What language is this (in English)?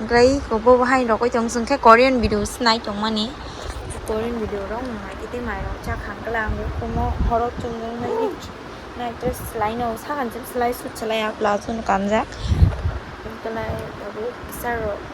Kok Borok